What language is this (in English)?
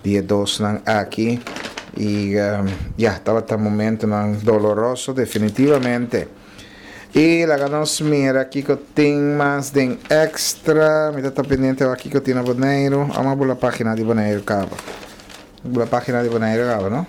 Papiamento